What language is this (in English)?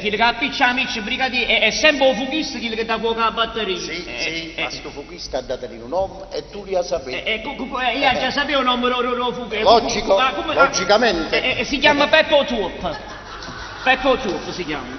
Neapolitan